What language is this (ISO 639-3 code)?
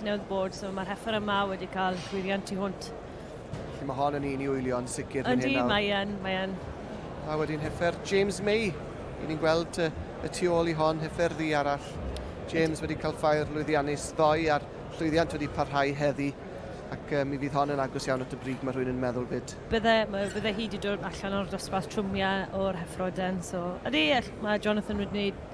cym